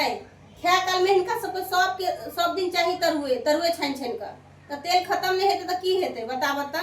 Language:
Maithili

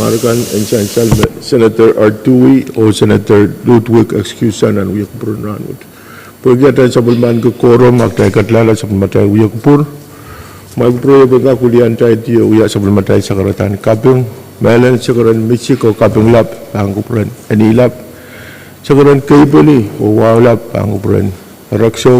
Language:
Pohnpeian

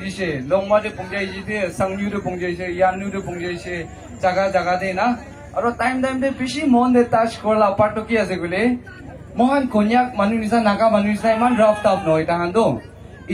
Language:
Naga Pidgin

